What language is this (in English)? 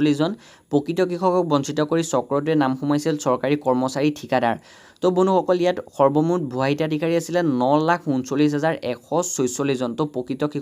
Assamese